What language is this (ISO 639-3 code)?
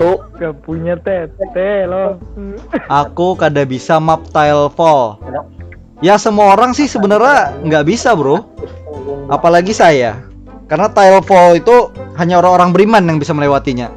bjn